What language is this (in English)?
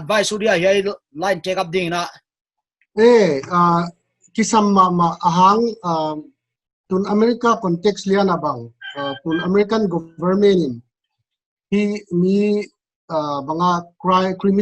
Paite Chin